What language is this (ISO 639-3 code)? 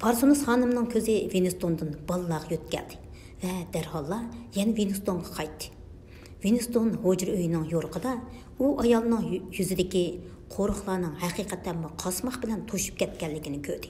uig